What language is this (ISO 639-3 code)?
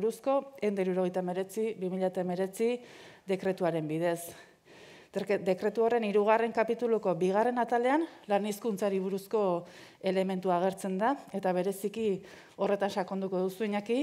eus